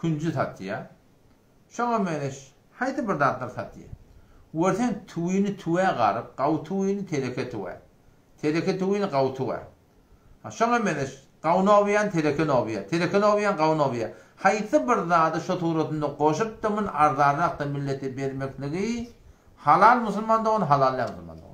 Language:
Turkmen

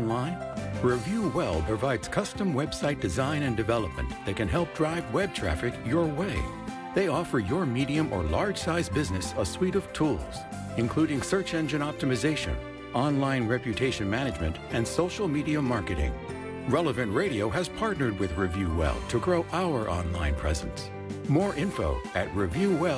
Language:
English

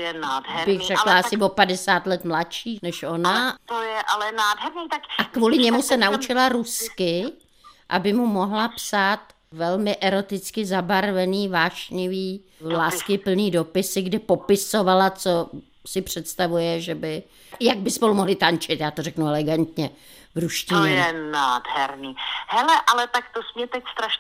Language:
Czech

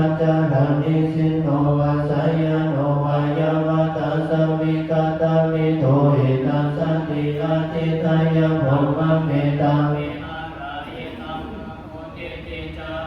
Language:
Pali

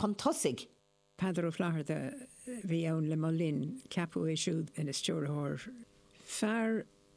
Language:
Irish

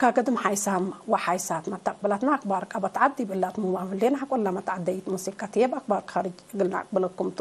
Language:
Tigre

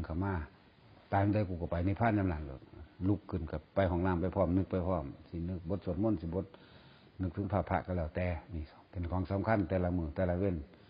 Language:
Northeastern Thai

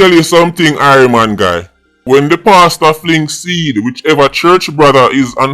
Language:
Jamaican Creole English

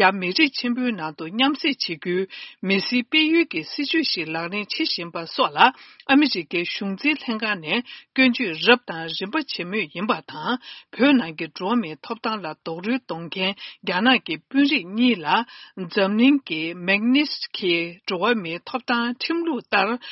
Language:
Tibetan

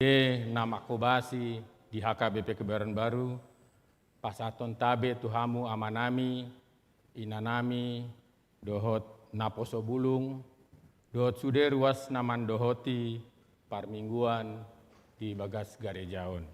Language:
Batak Toba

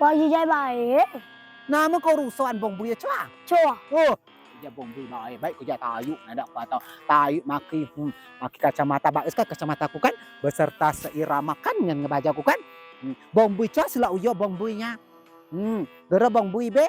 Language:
Rejang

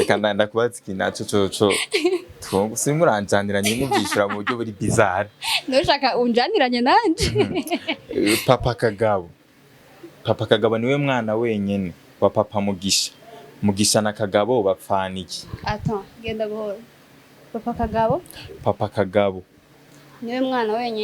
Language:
Rundi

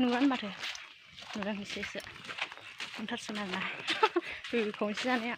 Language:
Bodo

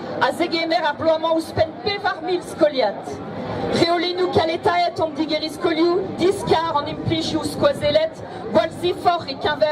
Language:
Breton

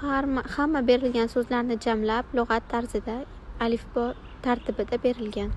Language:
Uzbek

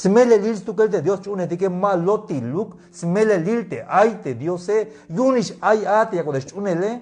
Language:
Tzeltal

